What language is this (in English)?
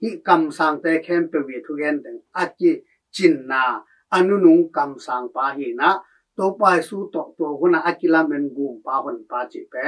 Tedim Chin